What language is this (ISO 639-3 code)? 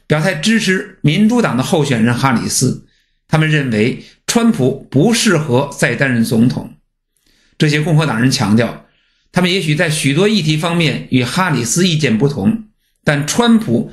zho